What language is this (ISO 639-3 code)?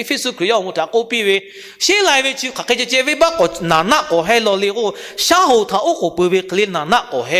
lhu